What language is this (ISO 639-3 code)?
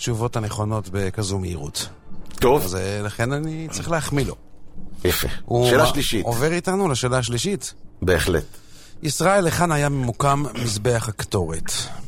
heb